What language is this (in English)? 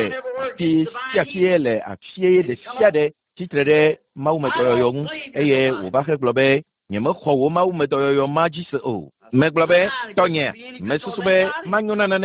Ewe